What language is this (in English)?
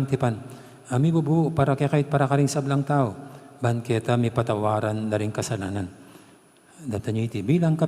Pampanga